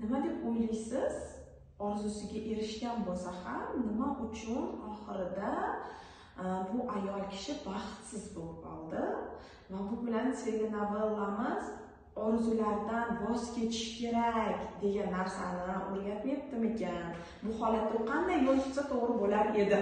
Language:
Uzbek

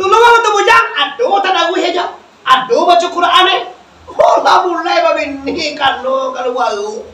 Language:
Minangkabau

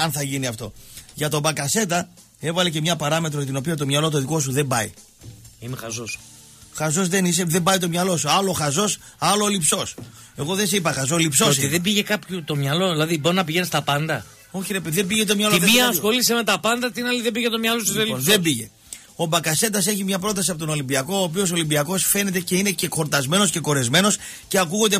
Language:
Greek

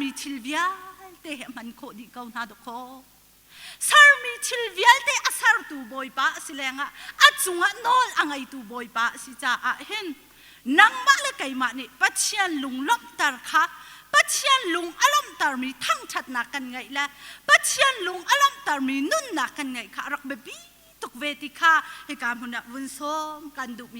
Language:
Hakha Chin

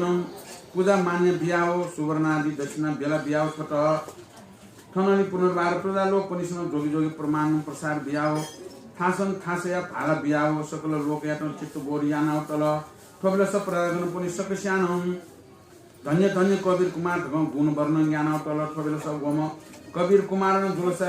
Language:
Newari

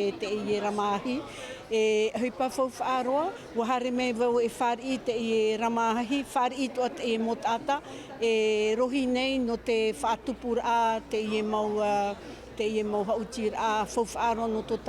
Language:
Tahitian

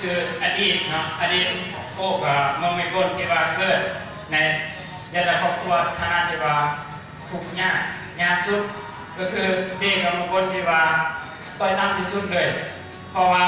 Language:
Lao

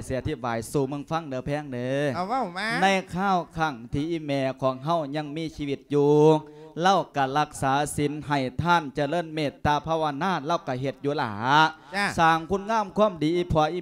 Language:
Lao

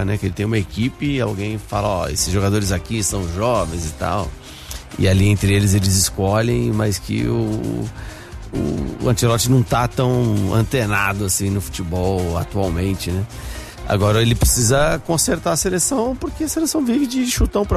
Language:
Portuguese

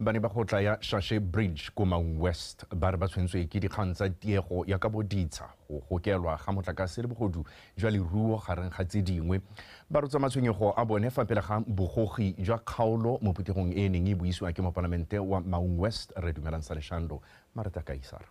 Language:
Tswana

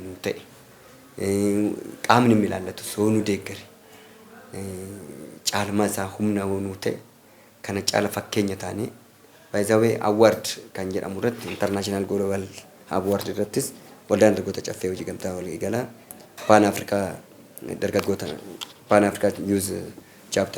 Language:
Oromo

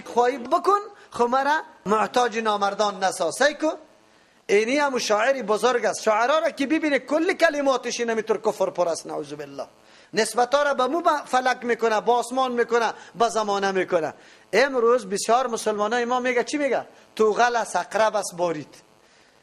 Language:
Persian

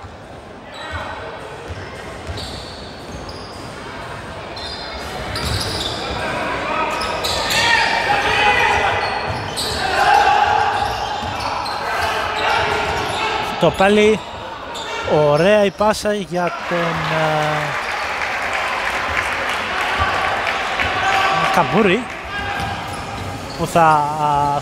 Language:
Greek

